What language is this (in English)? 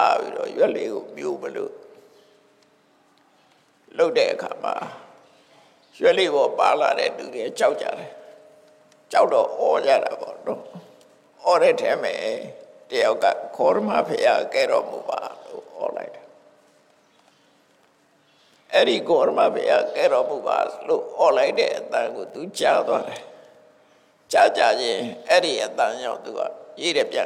Burmese